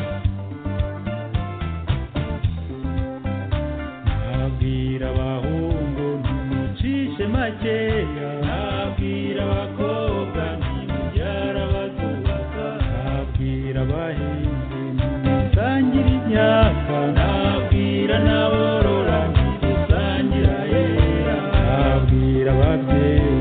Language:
Kinyarwanda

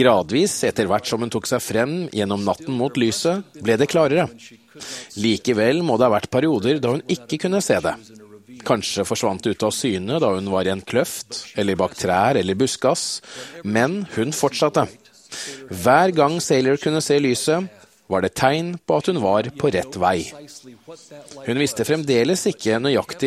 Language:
Norwegian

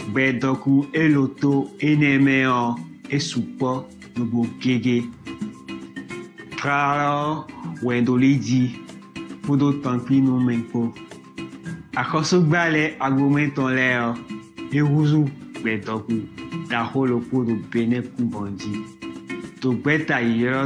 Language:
Chinese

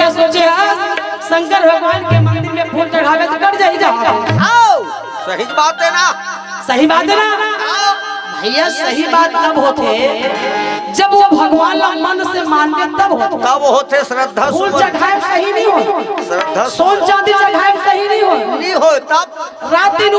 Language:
Chhattisgarhi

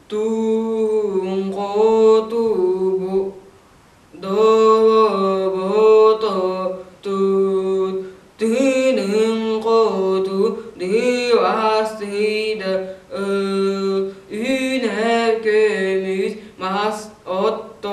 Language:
Yakut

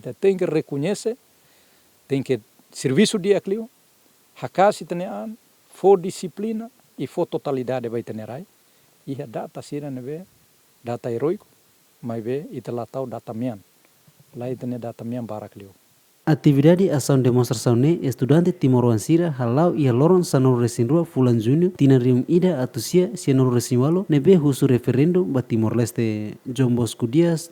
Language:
Tetum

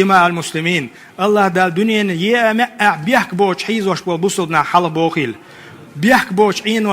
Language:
Chechen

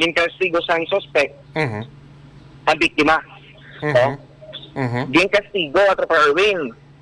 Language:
Hiligaynon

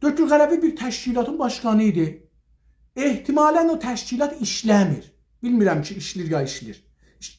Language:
South Azerbaijani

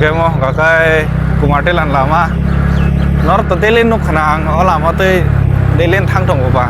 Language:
Kok Borok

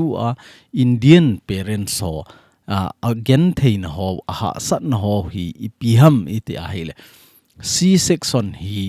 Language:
Thado Chin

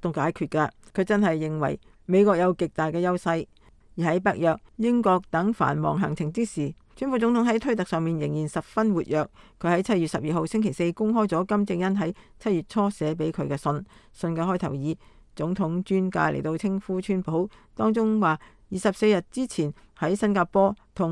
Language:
Cantonese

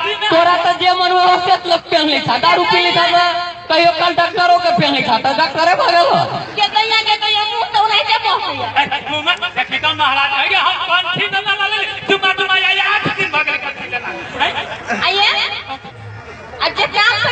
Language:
Maithili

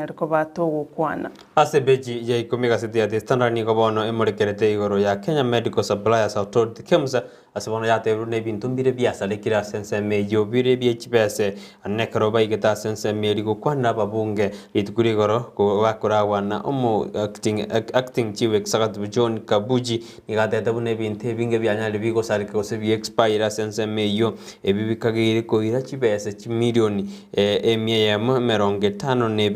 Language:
Gusii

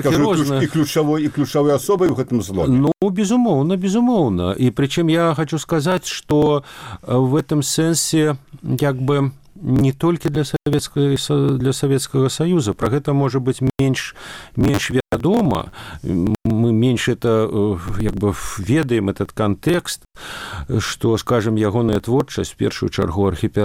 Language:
Belarusian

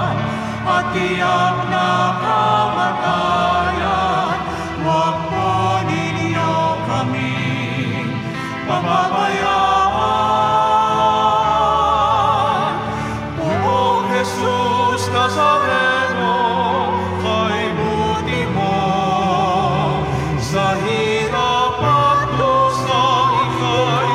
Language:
Filipino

